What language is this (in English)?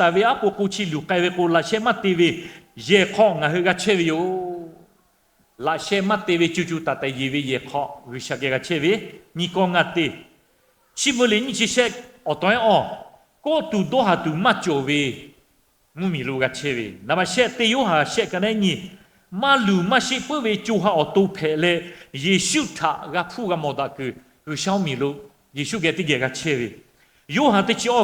Lahu